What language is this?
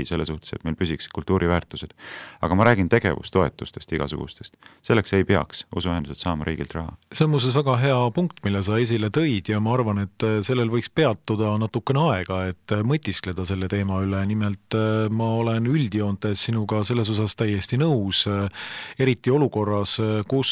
Estonian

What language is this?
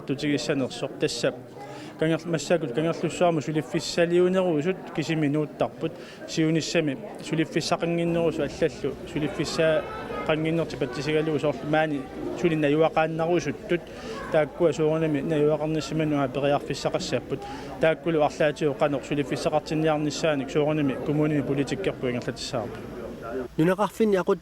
Kalaallisut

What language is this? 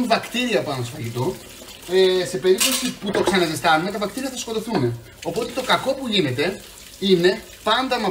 Greek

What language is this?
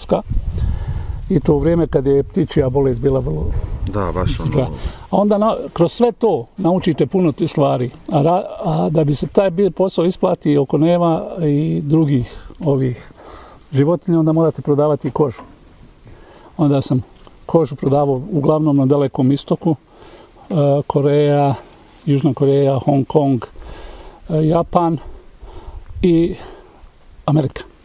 Bosnian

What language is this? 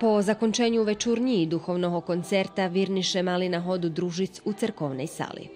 Rusyn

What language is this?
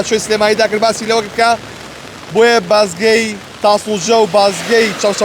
Central Kurdish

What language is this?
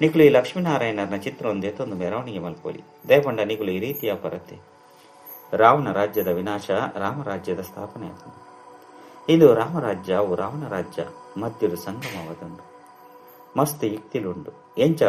Tulu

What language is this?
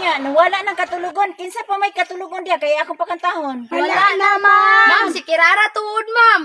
Cebuano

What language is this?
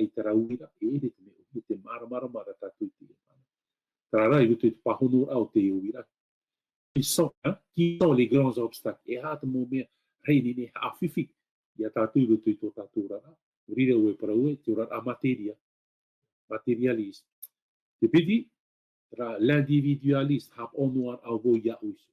Tahitian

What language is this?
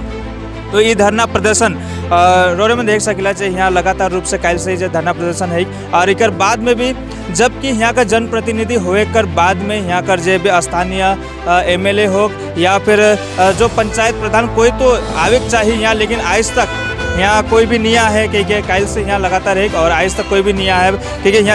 Sadri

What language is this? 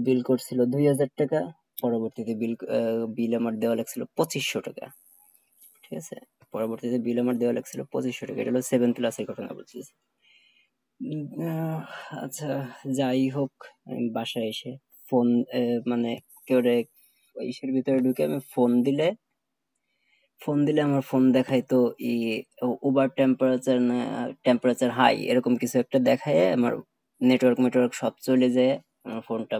Bangla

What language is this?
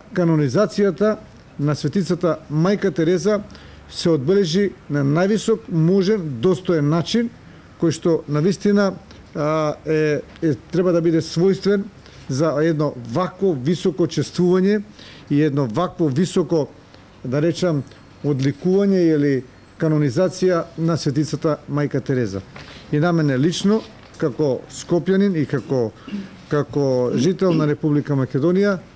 Macedonian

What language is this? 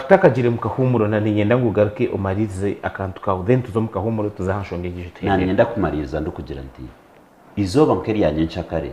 Nyankole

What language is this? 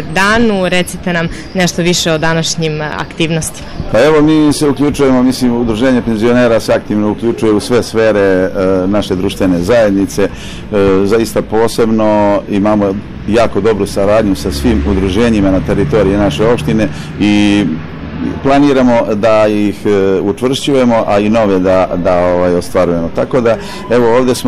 Serbian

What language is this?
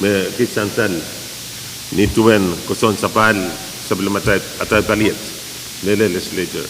Pohnpeian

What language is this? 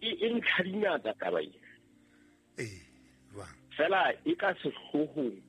Southern Sotho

